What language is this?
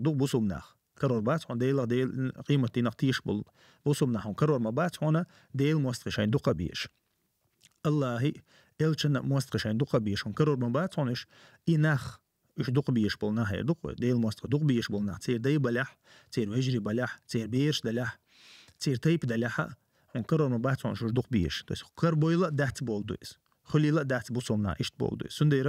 Chechen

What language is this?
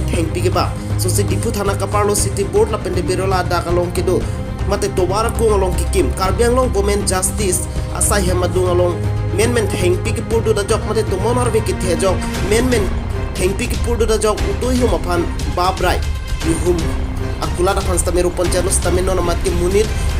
Karbi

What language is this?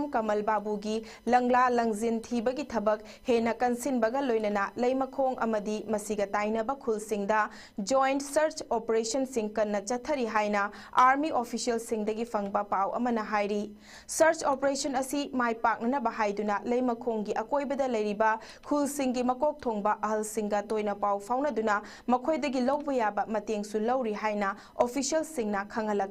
Manipuri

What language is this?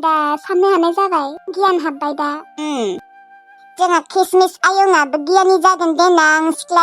Bodo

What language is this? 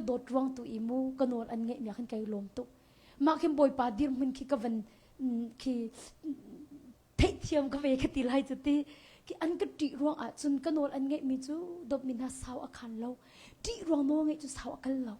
Hakha Chin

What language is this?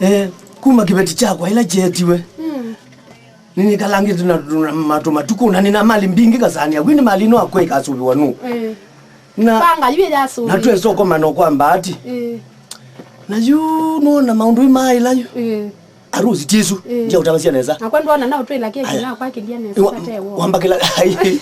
Kamba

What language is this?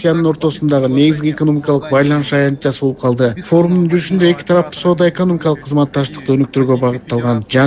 Kyrgyz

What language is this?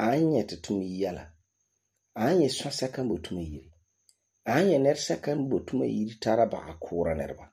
Frafra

